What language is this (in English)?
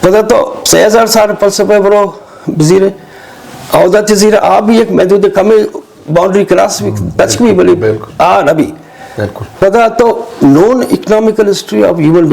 Eastern Balochi